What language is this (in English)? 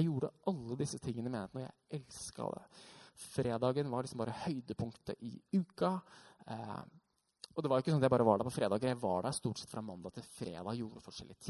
Norwegian